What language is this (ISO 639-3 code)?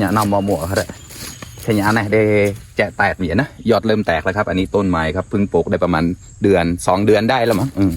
mnw